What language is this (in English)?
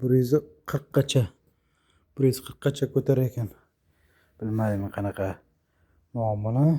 Uzbek